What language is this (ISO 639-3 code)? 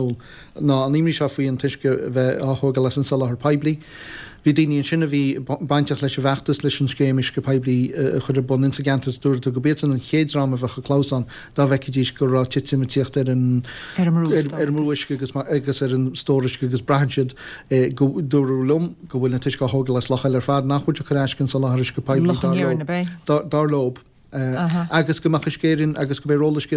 gle